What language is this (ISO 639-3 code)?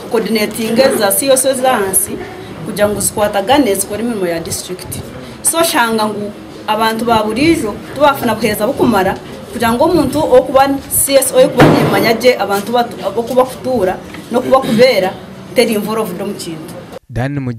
nyn